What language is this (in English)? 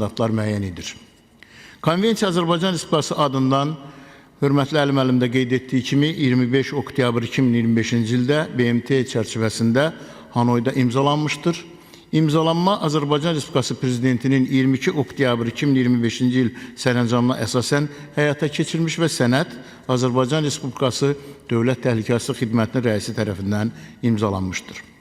Azerbaijani